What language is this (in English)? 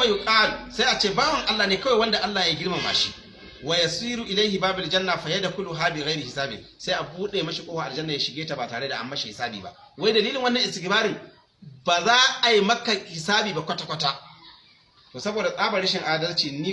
Hausa